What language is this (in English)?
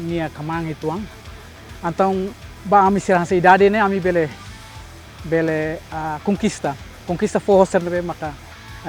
Tetum